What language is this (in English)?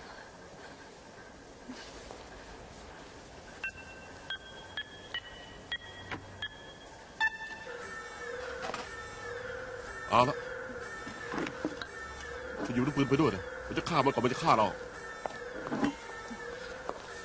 Thai